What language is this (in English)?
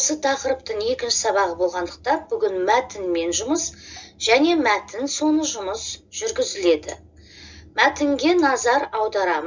Kazakh